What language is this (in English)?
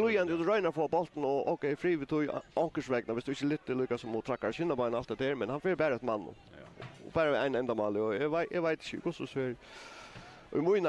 Faroese